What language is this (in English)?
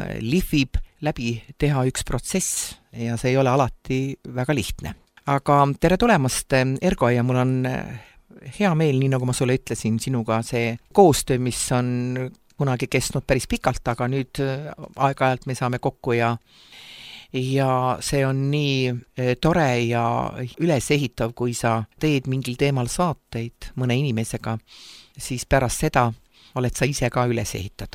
Estonian